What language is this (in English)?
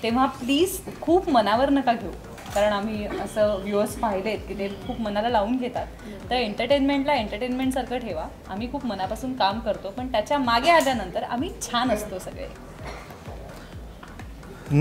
Marathi